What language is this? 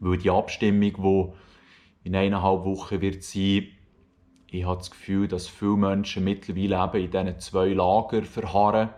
Swiss German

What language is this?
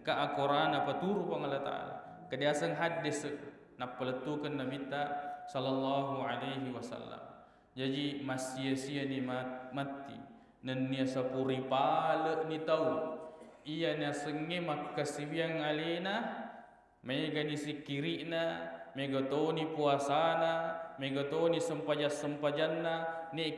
Buginese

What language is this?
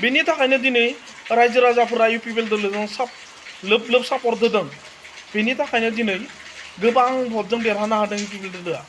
Bodo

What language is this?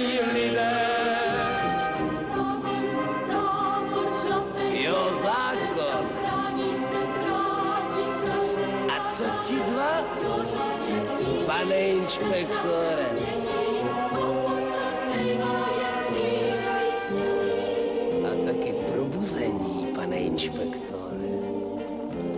Czech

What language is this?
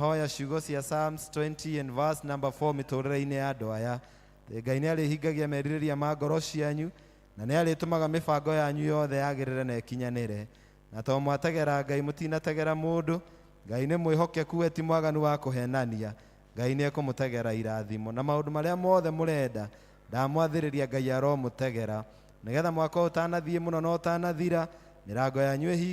Kikuyu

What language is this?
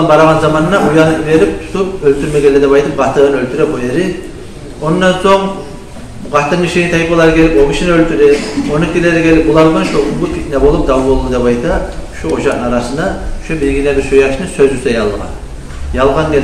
Kumyk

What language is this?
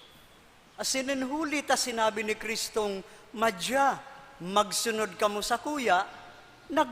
Bikol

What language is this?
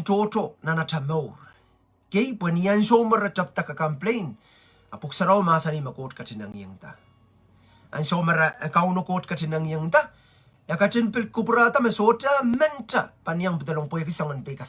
Pohnpeian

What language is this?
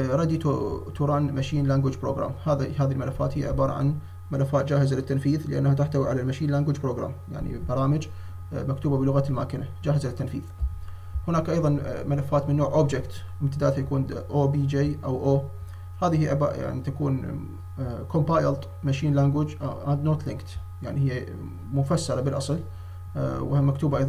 Arabic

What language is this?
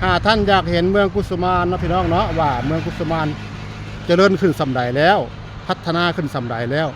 Lao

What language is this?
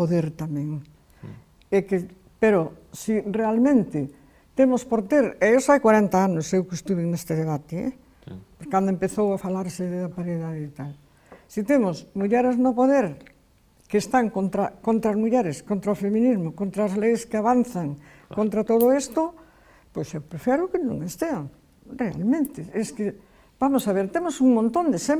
Galician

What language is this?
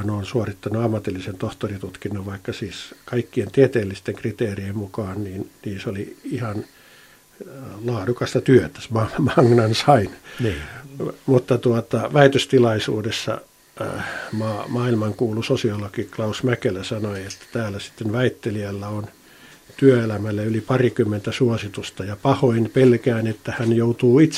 Finnish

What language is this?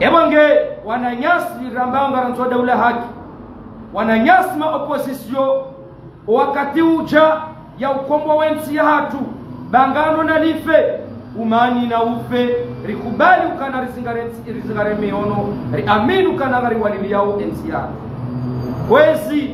Ngazidja Comorian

